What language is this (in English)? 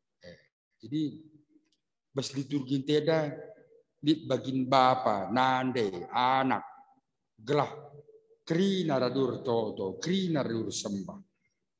Batak Karo